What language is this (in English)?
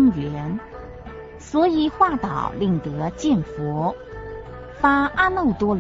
Chinese